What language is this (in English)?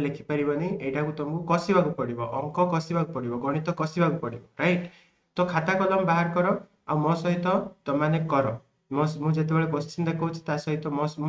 Odia